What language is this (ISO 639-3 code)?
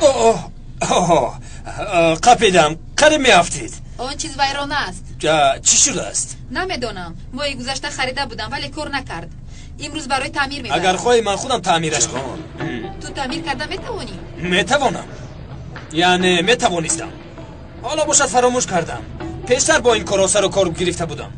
tgk